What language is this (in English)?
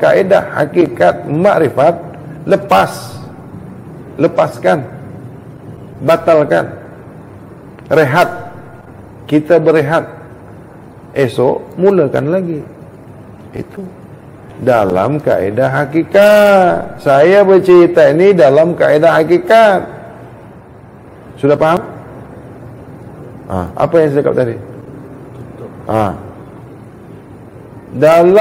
Malay